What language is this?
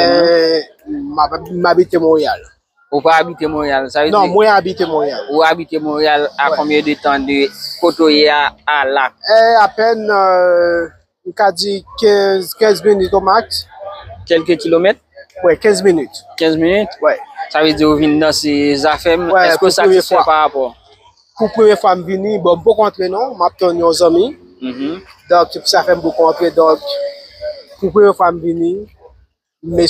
Haitian Creole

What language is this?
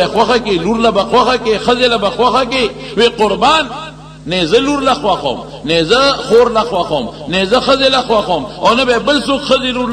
Pashto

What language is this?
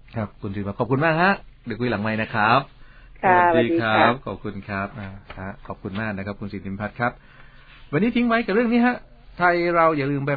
Thai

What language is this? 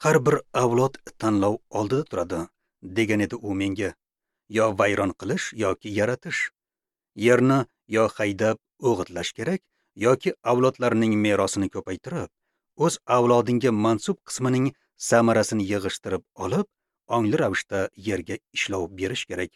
Uzbek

